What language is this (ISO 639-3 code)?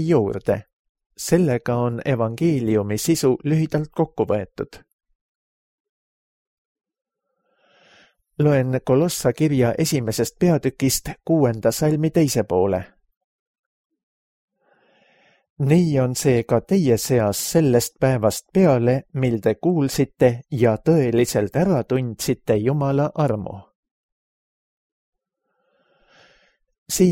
est